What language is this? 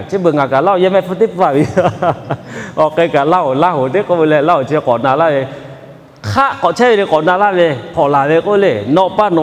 Lahu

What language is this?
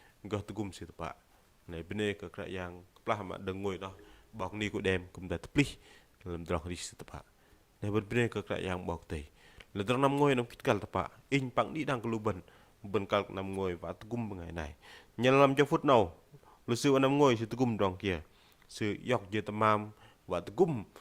Bahnar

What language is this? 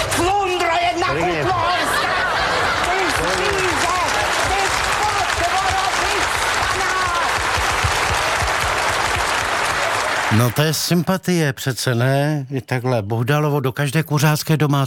Czech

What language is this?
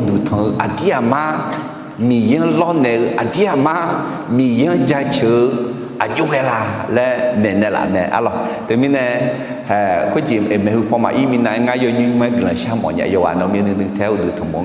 Akha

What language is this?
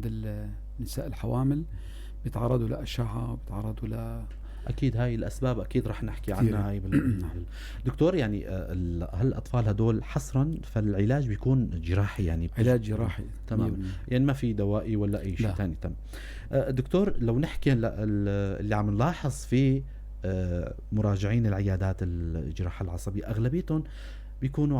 North Levantine Arabic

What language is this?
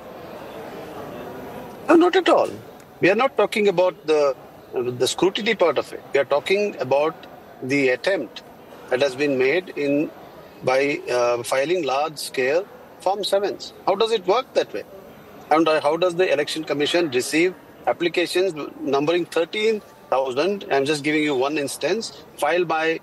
English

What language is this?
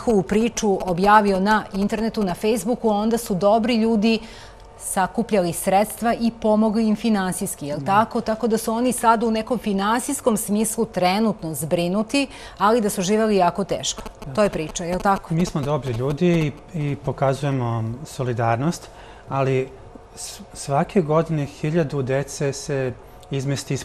Serbian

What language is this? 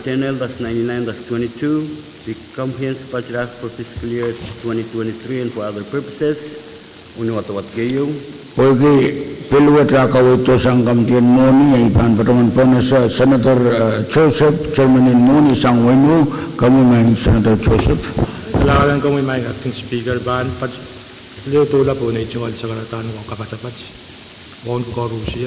Pohnpeian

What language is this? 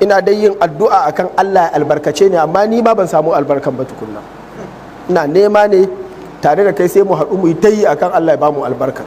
Hausa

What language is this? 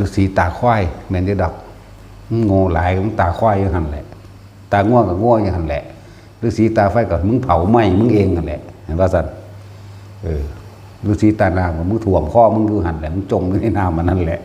Northeastern Thai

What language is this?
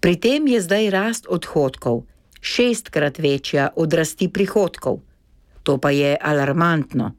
Slovenian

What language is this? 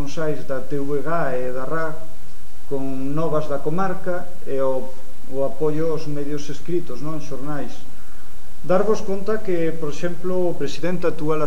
Galician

